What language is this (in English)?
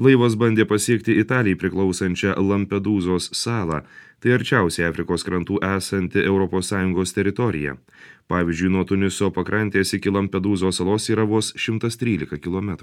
Lithuanian